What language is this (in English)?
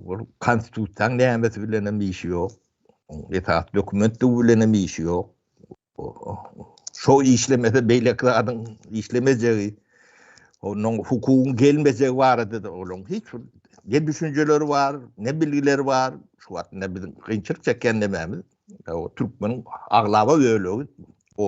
Turkmen